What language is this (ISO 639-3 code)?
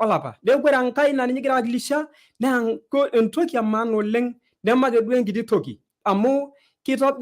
mas